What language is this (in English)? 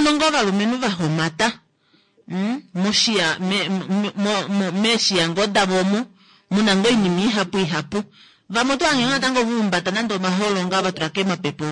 Kuanyama